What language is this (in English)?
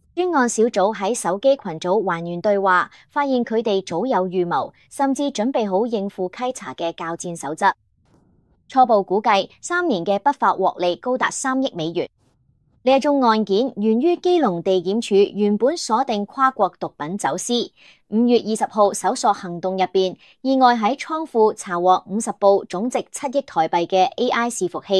Cantonese